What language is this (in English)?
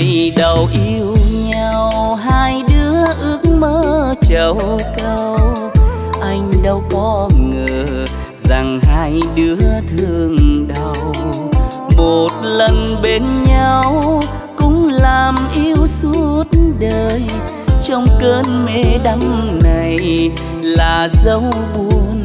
Vietnamese